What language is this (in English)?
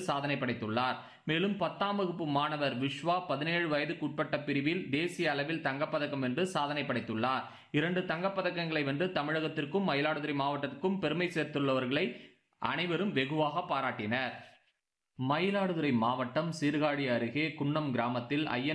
Tamil